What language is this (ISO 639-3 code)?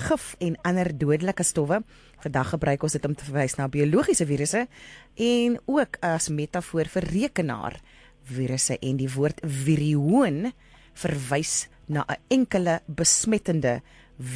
afr